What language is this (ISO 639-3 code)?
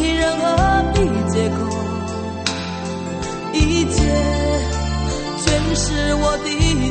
zho